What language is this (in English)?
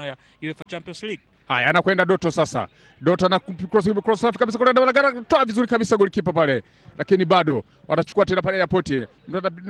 Swahili